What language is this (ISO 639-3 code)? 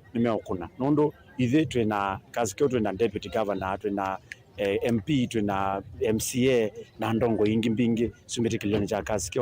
kam